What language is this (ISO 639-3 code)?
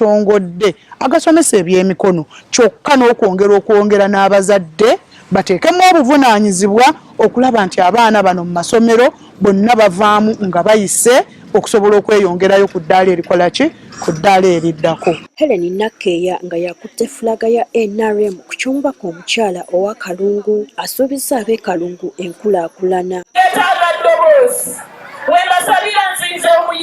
lug